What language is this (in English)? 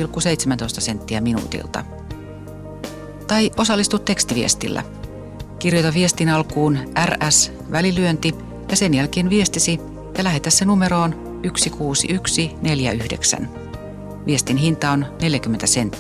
Finnish